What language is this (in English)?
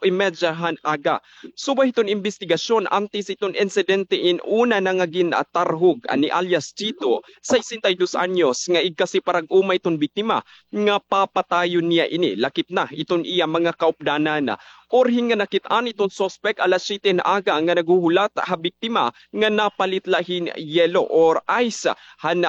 Waray